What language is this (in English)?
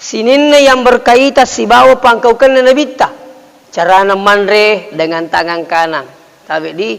Buginese